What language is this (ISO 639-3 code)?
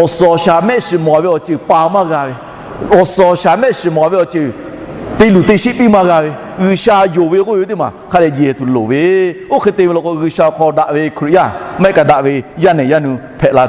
lhu